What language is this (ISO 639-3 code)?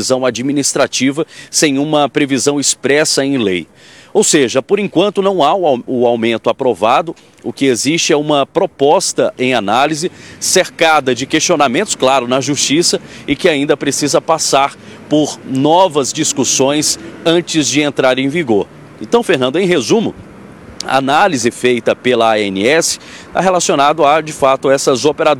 por